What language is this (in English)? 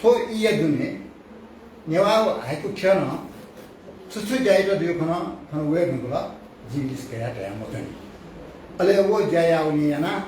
Newari